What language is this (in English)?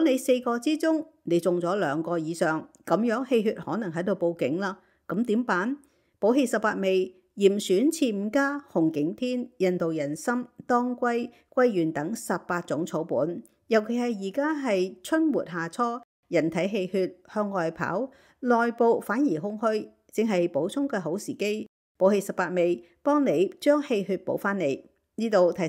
Cantonese